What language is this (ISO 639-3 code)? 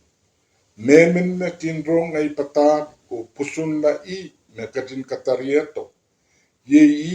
pon